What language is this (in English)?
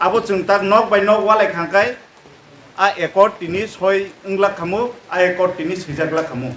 Kok Borok